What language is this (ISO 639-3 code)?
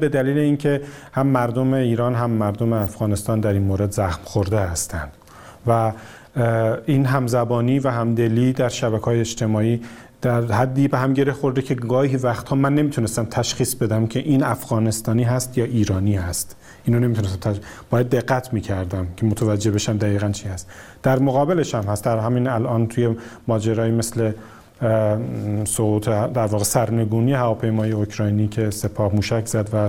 fas